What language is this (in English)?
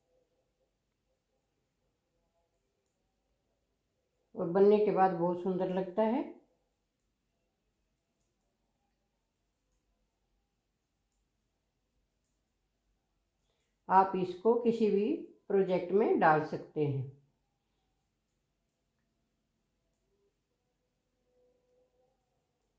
Hindi